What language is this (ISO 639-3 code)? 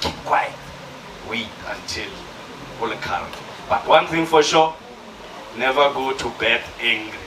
nso